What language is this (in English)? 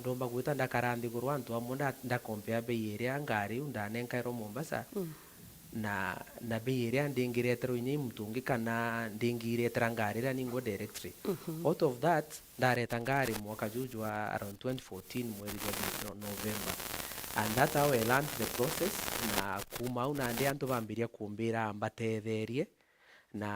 Meru